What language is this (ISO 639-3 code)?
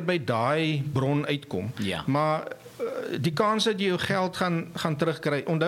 afr